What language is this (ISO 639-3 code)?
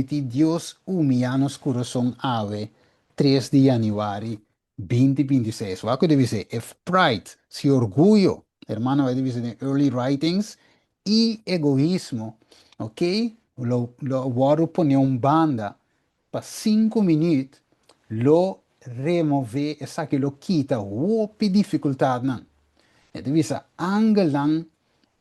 pap